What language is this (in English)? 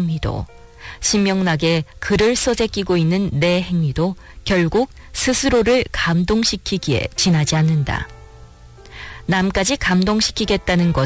Korean